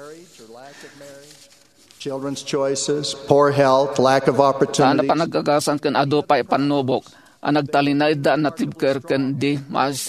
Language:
Iloko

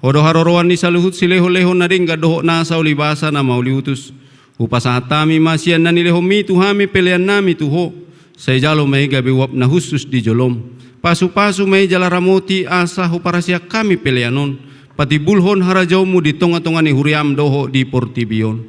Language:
Batak Toba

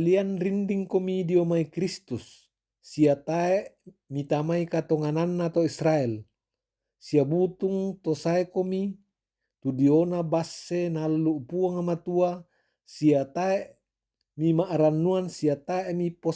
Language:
Toraja-Sa'dan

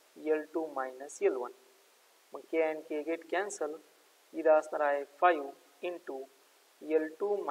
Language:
Marathi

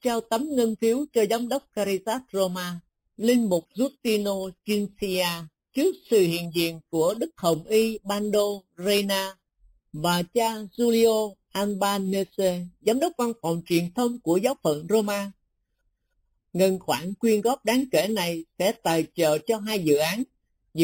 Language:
Vietnamese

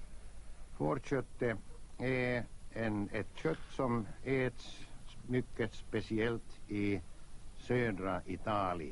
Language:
Swedish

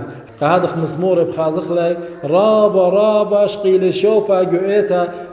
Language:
Assyrian Neo-Aramaic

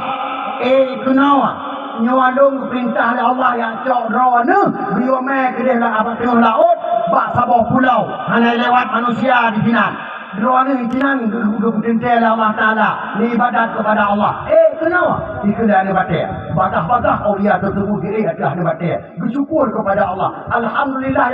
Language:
Achinese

